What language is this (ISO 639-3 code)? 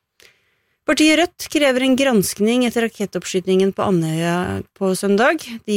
nor